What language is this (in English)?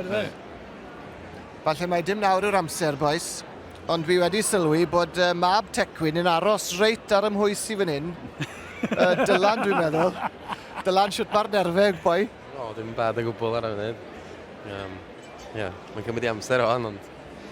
Welsh